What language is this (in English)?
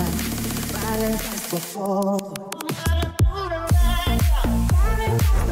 Ukrainian